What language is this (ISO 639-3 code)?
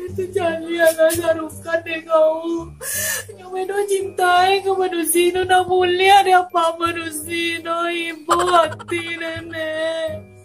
min